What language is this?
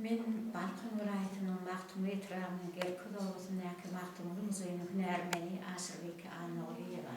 Turkmen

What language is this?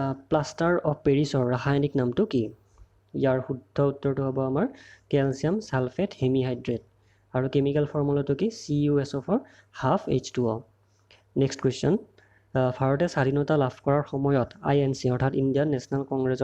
Assamese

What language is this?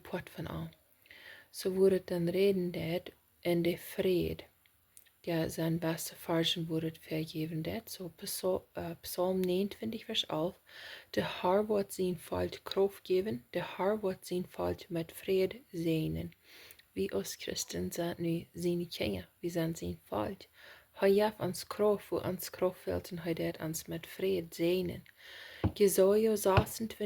Plautdietsch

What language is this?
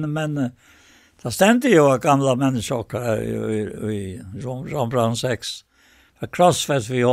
Faroese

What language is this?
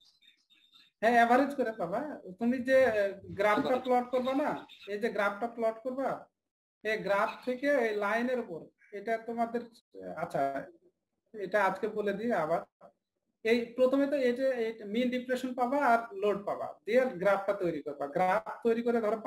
Bangla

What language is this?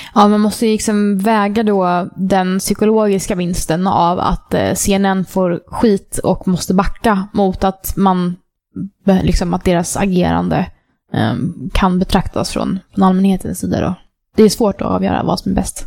Swedish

